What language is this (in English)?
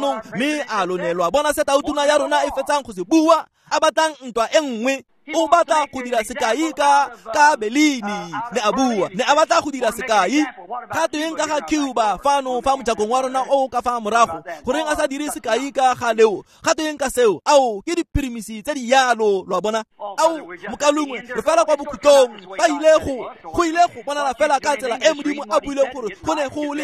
Tswana